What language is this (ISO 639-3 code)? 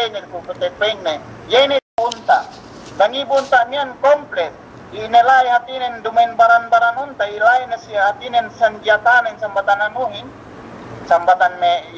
yka